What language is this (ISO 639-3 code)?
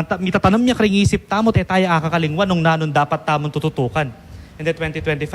pam